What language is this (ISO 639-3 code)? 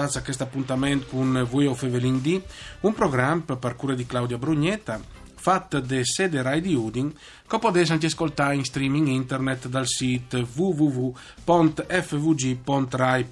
fur